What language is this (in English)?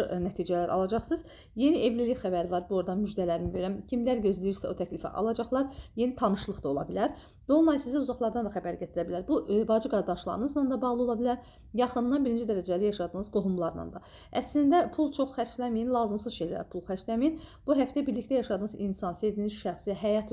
Azerbaijani